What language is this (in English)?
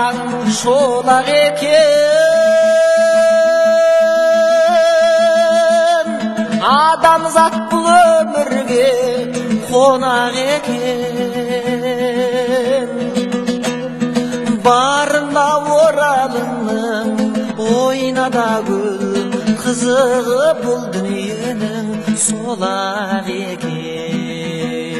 Kazakh